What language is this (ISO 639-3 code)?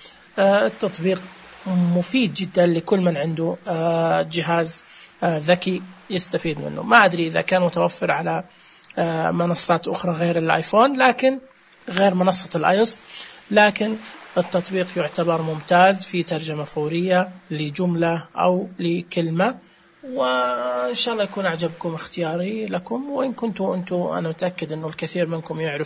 ars